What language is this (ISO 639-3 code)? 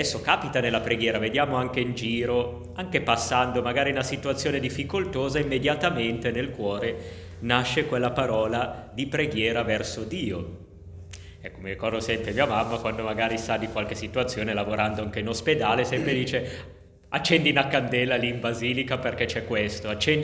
ita